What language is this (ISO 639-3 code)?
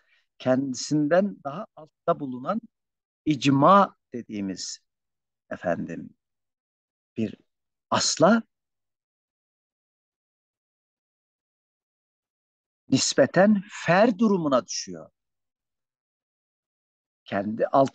tur